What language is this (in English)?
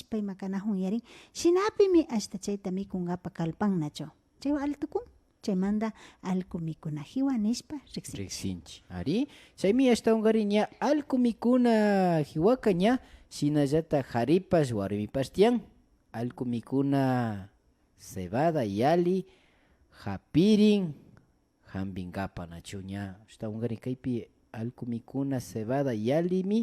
Imbabura Highland Quichua